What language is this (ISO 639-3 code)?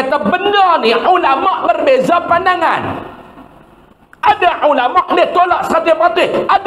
msa